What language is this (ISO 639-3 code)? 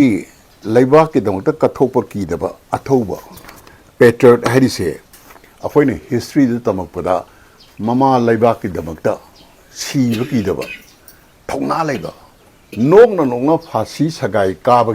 mni